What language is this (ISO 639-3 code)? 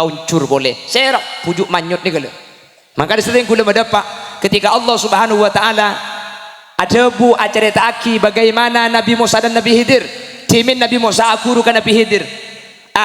mad